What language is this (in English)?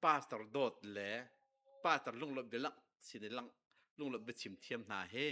Hakha Chin